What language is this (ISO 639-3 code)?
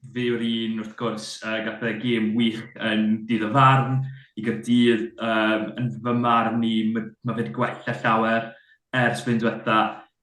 cym